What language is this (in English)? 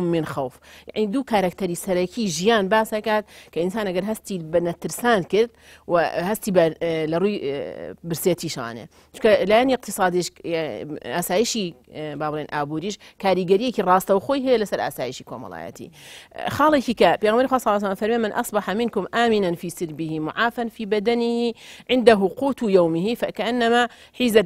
Central Kurdish